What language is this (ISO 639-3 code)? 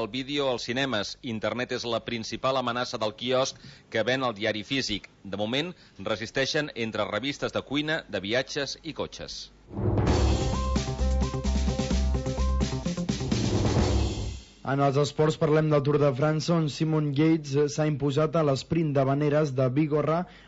cat